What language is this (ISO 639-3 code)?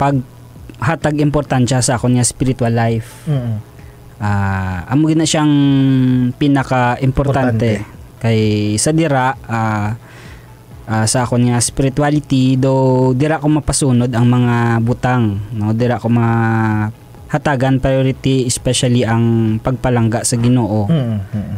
hil